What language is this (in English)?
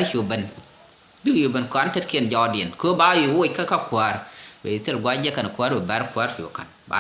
Nuer